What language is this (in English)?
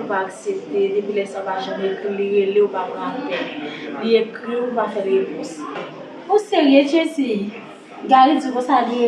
Haitian Creole